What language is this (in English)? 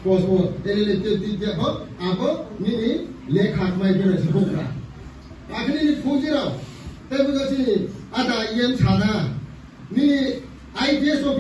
Riang (India)